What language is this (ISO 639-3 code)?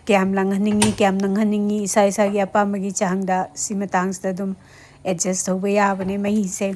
mni